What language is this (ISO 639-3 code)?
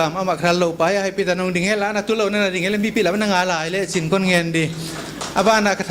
pck